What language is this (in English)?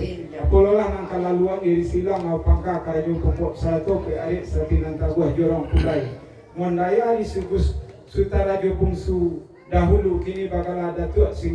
Minangkabau